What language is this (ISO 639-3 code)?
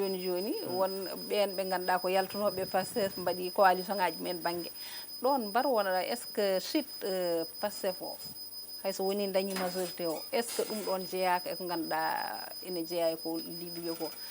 ful